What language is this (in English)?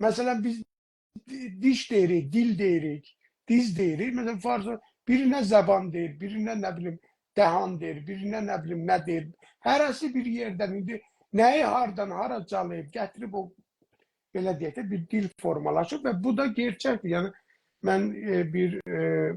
South Azerbaijani